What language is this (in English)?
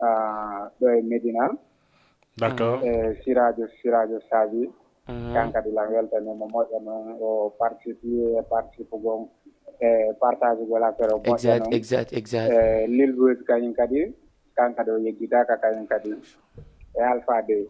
Fula